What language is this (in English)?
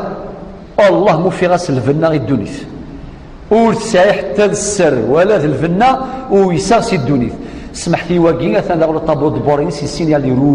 Kabyle